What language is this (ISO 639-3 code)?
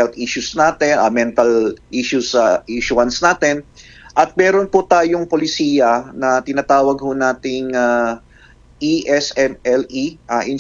fil